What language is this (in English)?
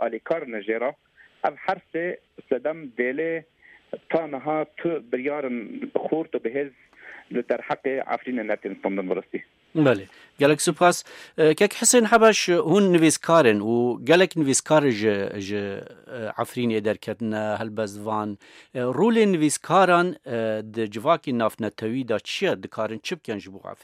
Kurdish